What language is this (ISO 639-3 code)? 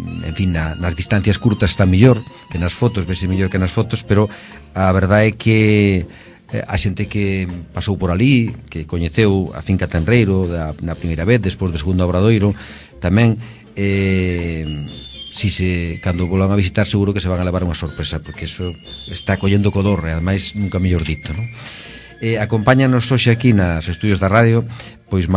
glg